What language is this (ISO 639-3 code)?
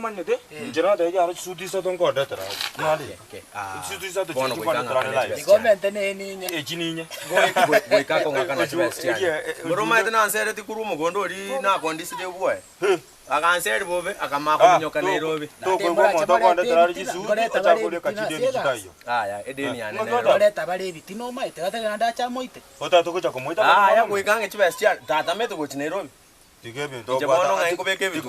guz